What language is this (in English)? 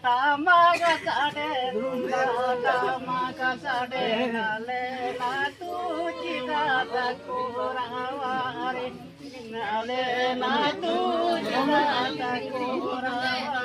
Santali